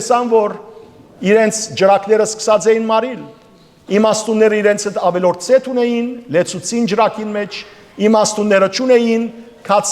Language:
Western Armenian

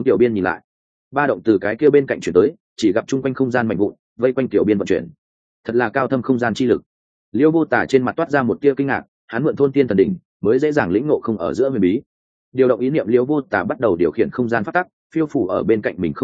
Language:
Vietnamese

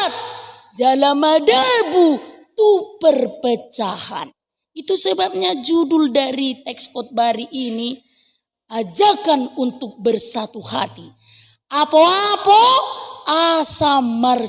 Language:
Batak Toba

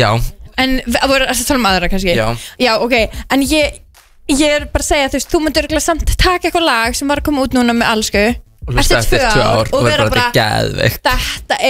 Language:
Icelandic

